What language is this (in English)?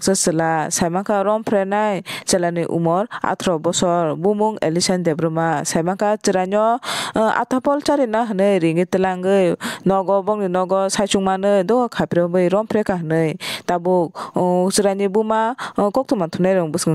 Kok Borok